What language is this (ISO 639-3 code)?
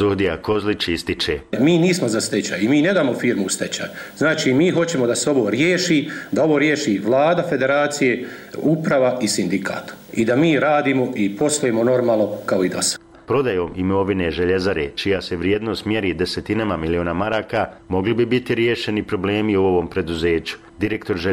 hrv